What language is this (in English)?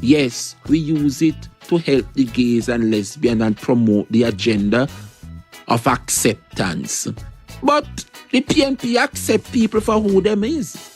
Jamaican Creole English